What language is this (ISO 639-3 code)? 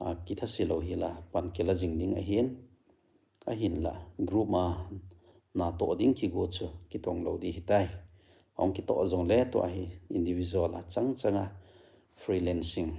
tcz